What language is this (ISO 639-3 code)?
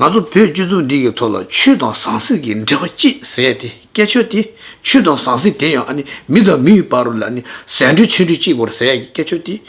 bod